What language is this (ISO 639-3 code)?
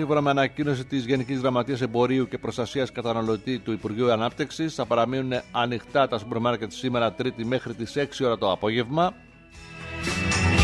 ell